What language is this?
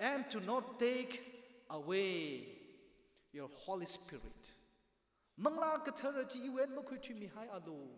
Tangkhul Naga (India)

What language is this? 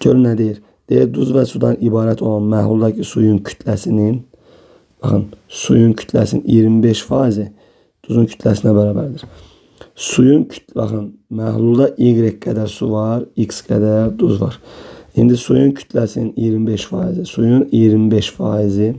Azerbaijani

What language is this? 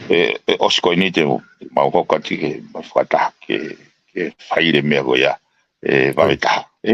Tongan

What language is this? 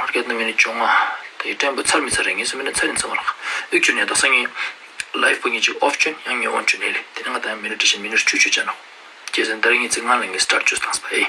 Ladakhi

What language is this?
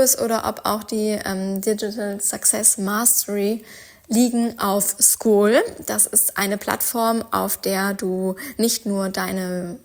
German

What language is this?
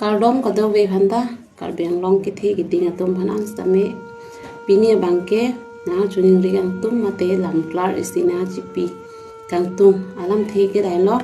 Karbi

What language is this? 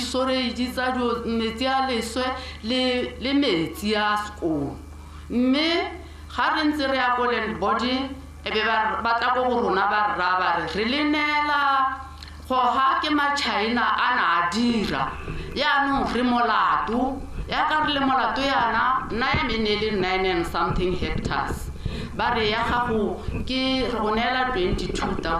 Tswana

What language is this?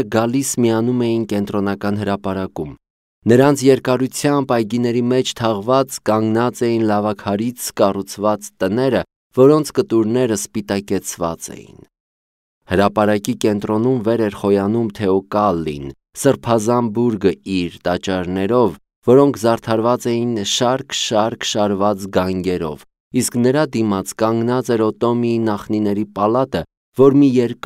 Armenian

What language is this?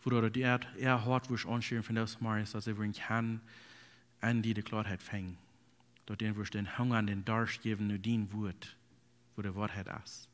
Plautdietsch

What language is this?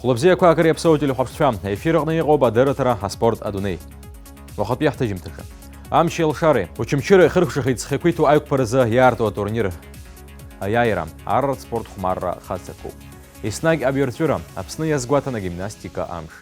Abkhazian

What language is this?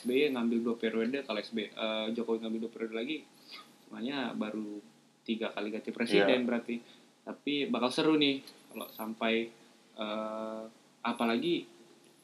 Indonesian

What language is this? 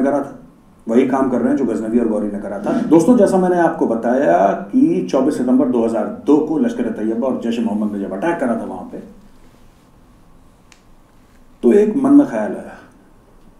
Hindi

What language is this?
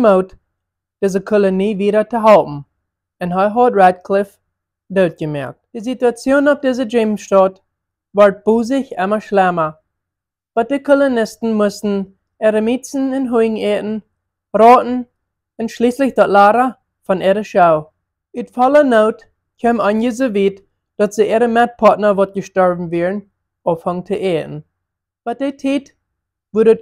Plautdietsch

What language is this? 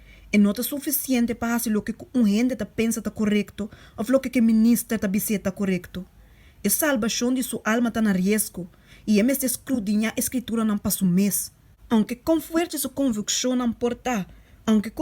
Papiamento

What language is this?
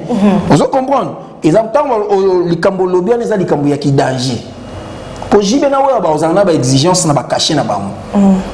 Lingala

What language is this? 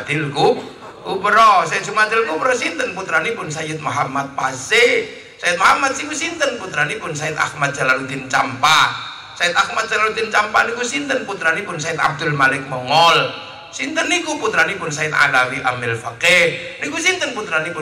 Javanese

